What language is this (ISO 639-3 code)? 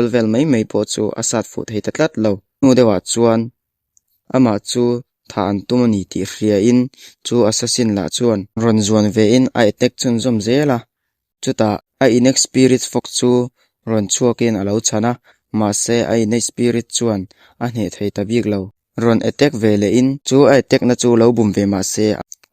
lus